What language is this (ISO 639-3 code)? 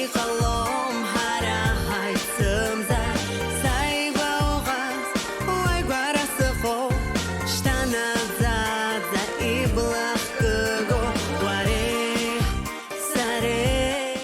abk